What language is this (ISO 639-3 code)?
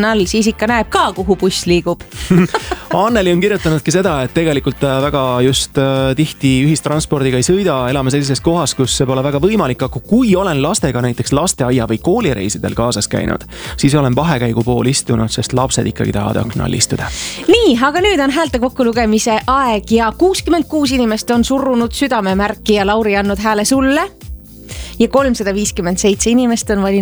est